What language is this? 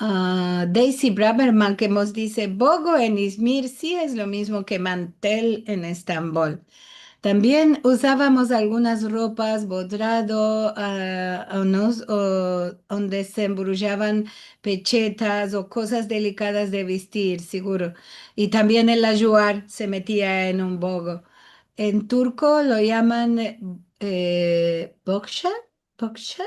Ladino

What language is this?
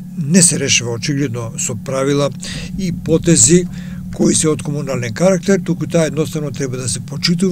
Macedonian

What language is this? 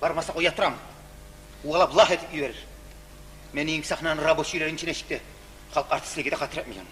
Kumyk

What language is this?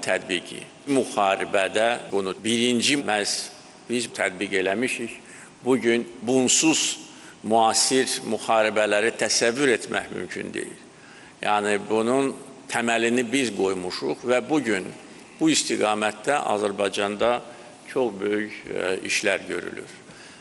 Azerbaijani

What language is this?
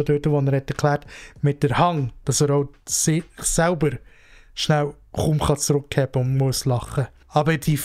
Swiss German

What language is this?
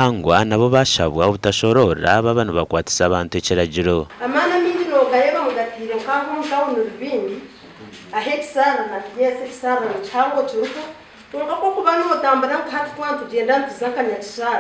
Nyankole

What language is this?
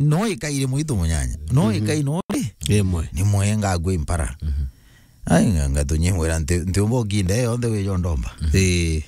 Meru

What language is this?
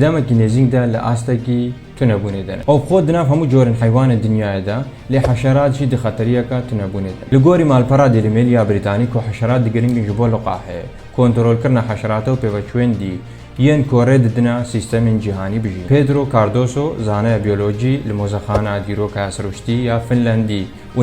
Kurdish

